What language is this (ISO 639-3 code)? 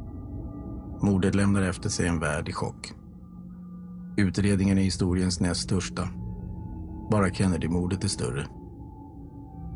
swe